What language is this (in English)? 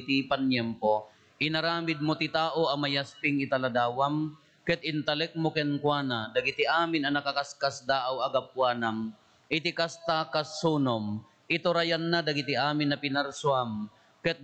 Iloko